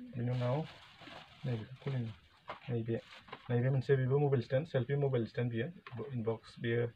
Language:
Bodo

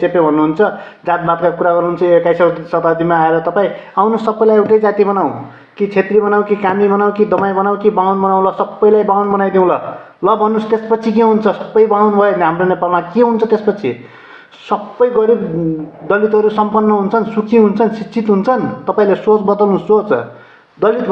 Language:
Nepali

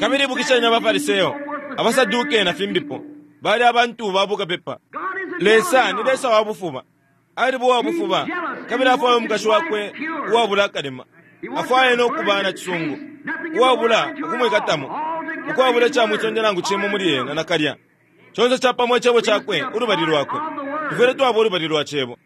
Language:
Bemba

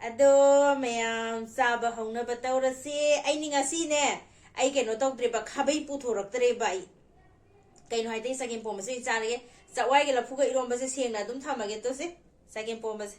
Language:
Manipuri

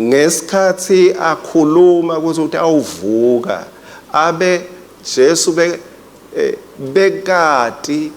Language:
Swati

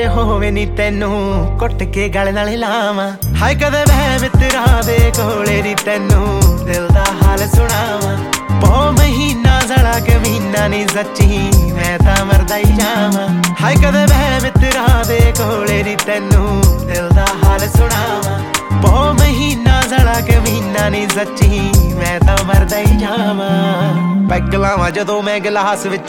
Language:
Punjabi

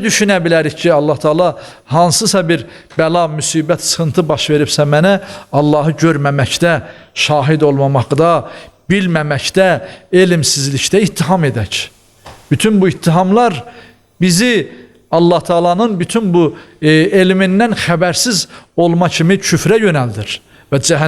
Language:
Azerbaijani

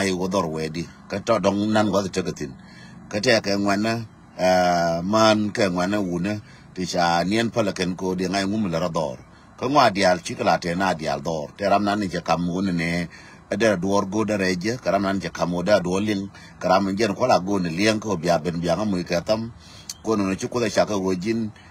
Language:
Nuer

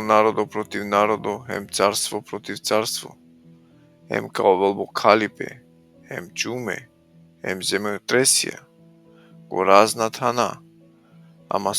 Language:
Balkan Romani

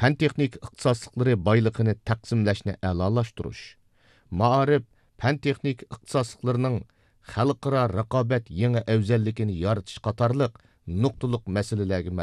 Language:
Uyghur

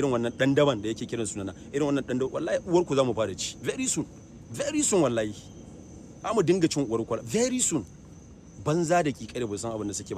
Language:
Hausa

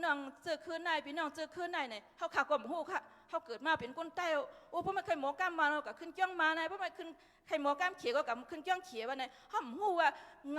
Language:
Shan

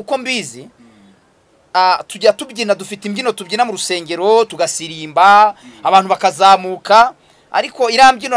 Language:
Kinyarwanda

